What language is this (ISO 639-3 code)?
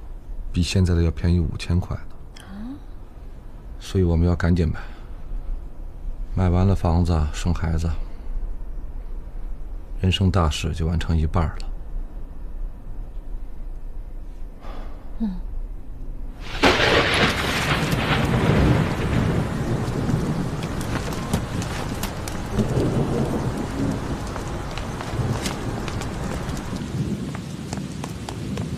zho